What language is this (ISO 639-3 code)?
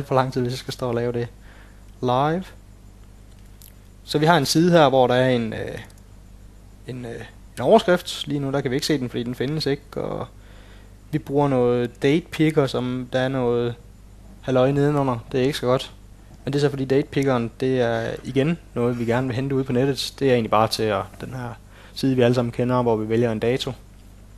dan